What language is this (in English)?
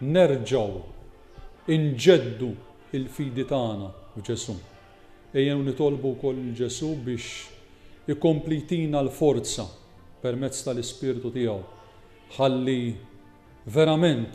Maltese